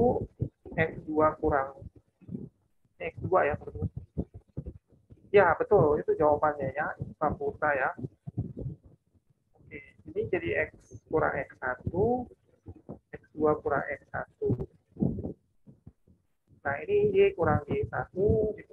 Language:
Indonesian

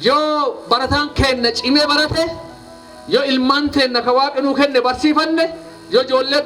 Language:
Oromo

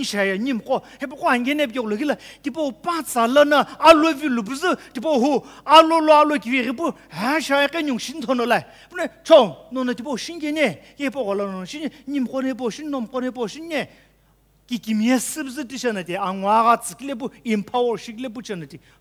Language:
Sumi Naga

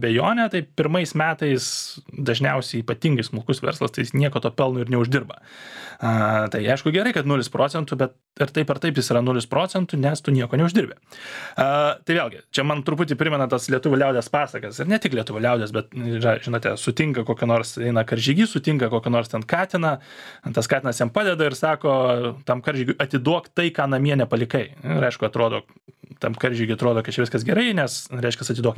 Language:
Lithuanian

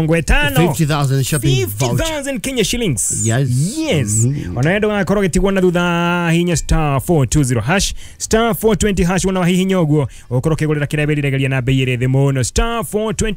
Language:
Kikuyu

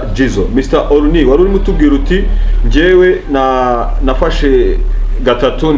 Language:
Kinyarwanda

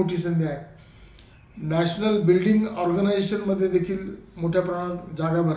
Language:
Marathi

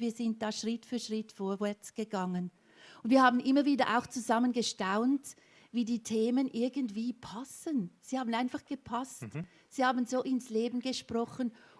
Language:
Swiss German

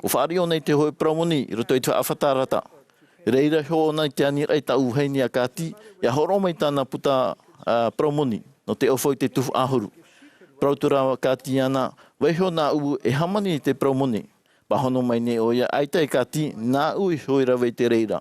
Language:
Tahitian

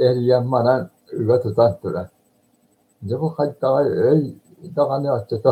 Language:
Yakut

